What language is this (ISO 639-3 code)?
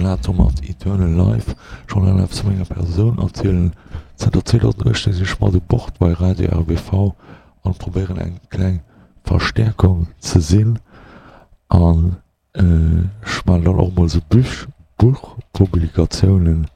ltz